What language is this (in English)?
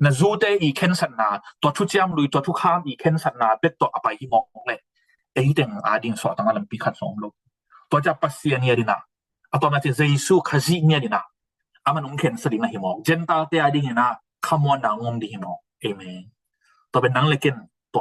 Tedim Chin